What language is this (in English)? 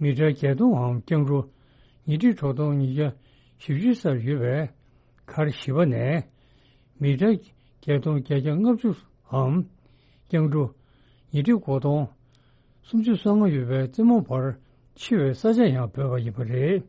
Tibetan